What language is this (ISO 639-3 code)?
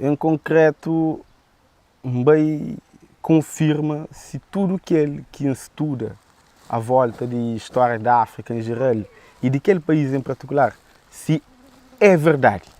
kea